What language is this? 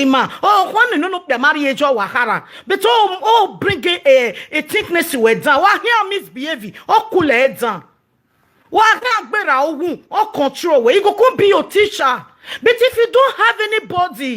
Nigerian Pidgin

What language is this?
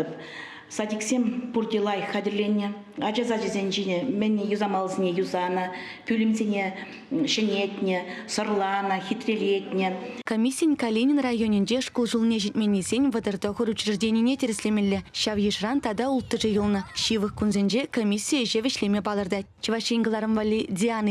Chuvash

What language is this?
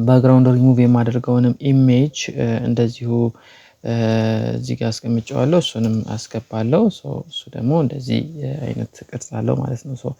Amharic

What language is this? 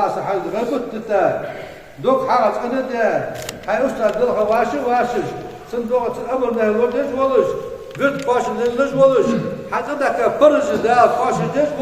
Ingush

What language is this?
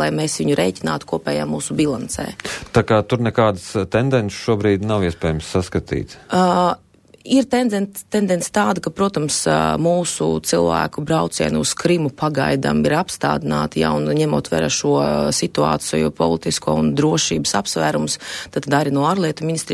Latvian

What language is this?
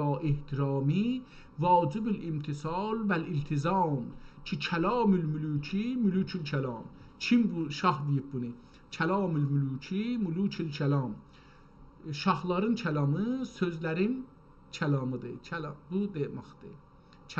South Azerbaijani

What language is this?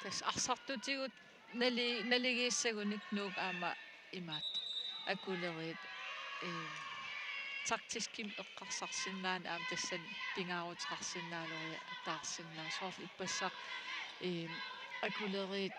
Kalaallisut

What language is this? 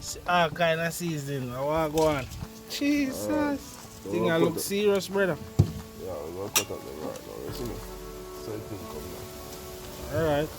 Jamaican Creole English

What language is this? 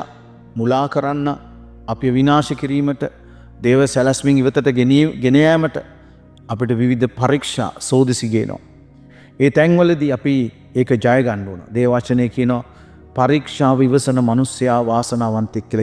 Sinhala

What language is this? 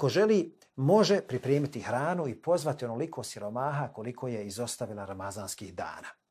Bosnian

